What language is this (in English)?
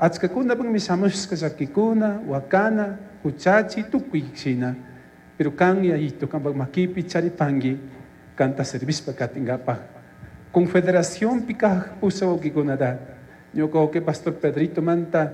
Chimborazo Highland Quichua